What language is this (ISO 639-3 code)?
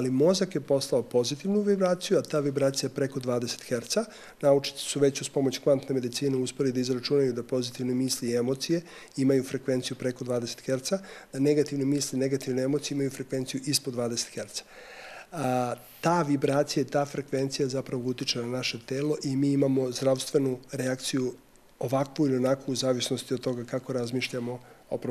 srp